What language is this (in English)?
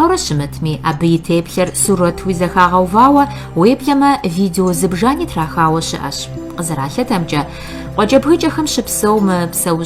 Kabardian